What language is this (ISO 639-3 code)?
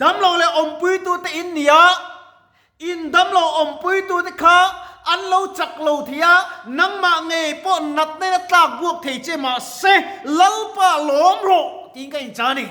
lus